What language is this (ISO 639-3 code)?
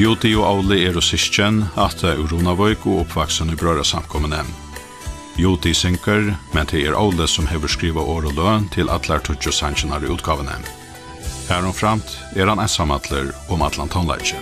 fao